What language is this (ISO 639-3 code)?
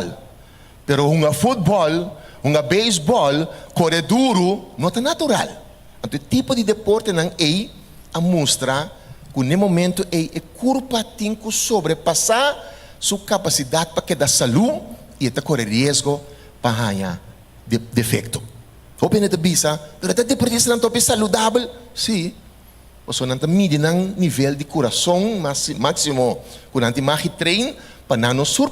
pap